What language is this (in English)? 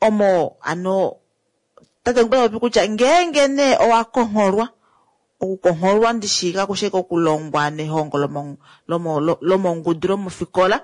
Kuanyama